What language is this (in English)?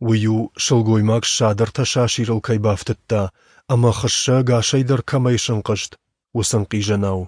Ossetic